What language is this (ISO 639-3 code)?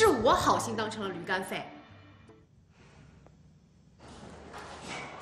zho